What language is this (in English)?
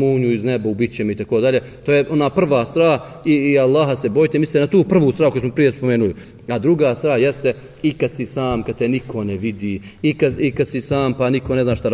Bosnian